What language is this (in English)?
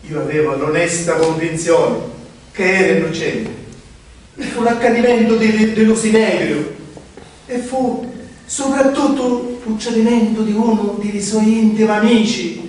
Sicilian